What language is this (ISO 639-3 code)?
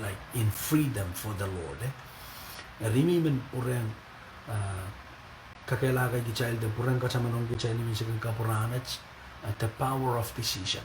pon